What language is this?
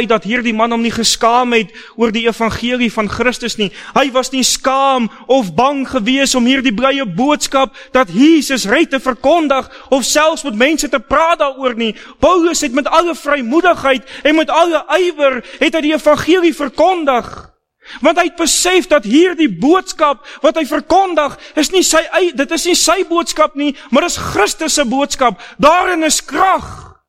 Afrikaans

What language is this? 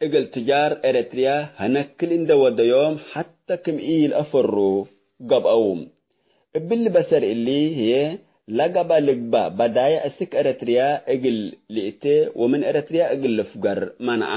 Tigre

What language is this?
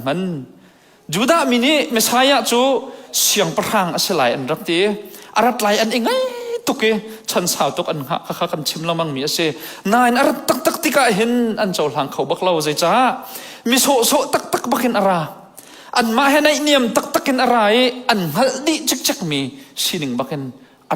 Hakha Chin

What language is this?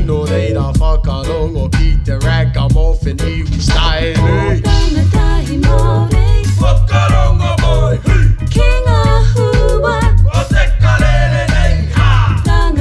Māori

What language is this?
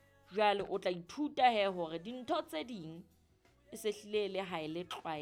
Southern Sotho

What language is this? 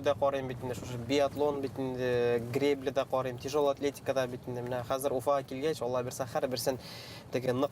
Bashkir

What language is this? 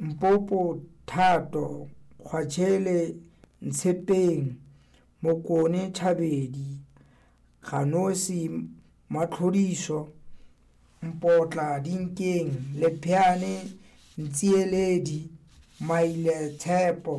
Southern Sotho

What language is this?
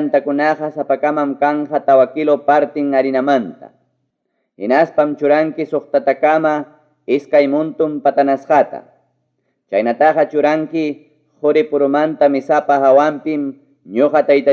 Ayacucho Quechua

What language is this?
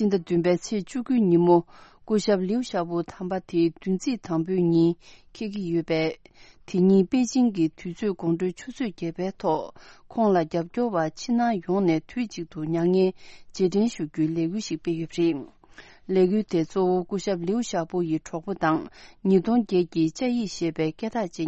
Tibetan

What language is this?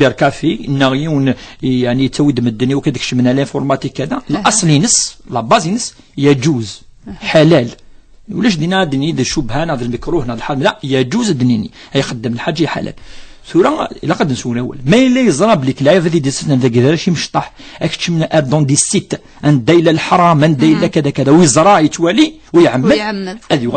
Kabyle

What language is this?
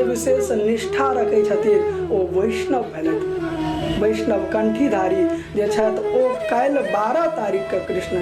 Maithili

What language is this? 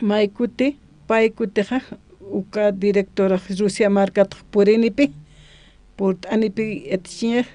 Aymara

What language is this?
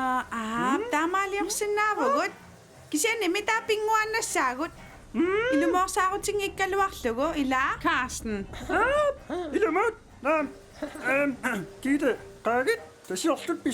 Kalaallisut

